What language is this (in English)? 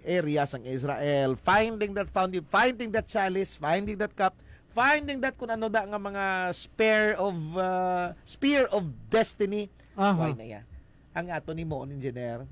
Hiligaynon